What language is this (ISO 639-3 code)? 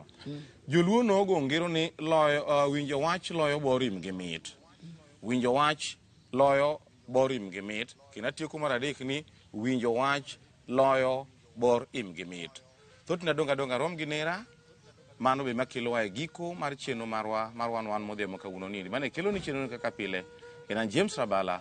luo